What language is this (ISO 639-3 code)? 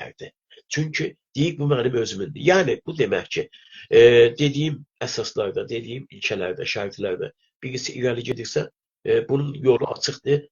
azb